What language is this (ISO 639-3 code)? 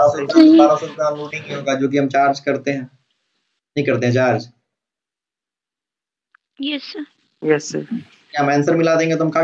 hin